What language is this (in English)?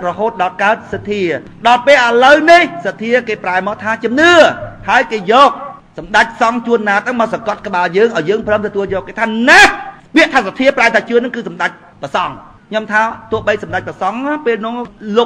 Khmer